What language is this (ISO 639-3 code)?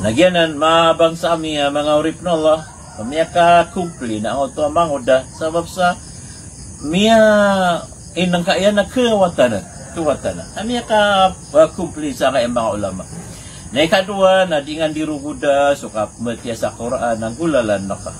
mrw